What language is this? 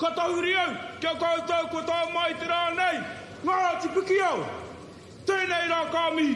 Māori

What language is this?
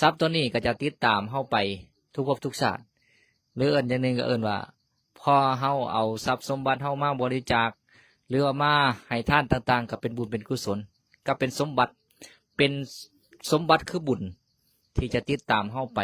Northeastern Thai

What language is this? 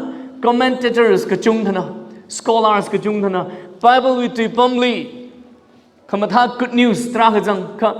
Tangkhul Naga (India)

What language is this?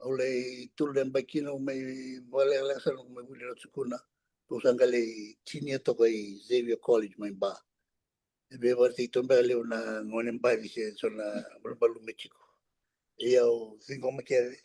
Fijian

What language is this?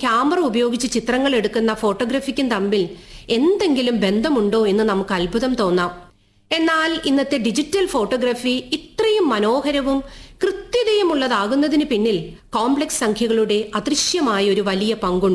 Malayalam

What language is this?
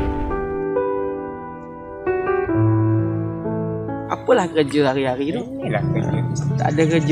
Malay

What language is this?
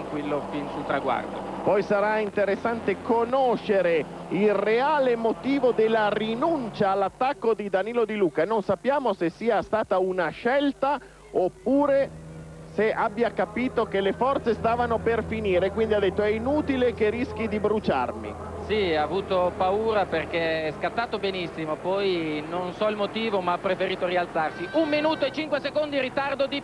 Italian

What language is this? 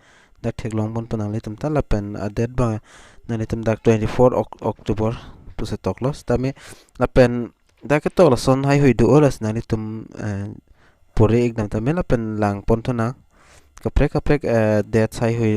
Karbi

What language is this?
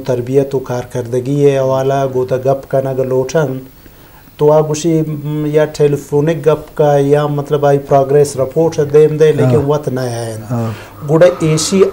Eastern Balochi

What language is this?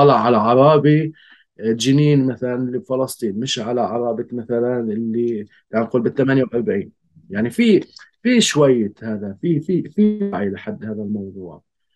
North Levantine Arabic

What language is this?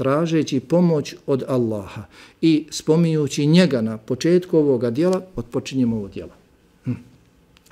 Bosnian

